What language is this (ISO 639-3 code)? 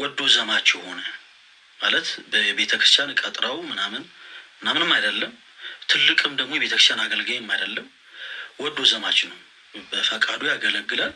amh